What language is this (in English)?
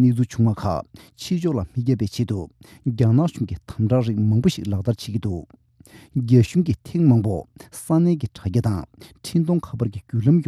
Tibetan